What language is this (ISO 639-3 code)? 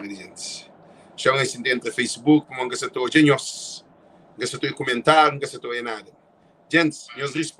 kea